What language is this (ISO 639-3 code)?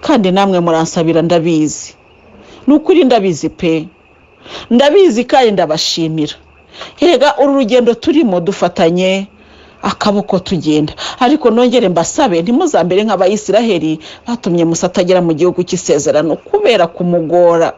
kin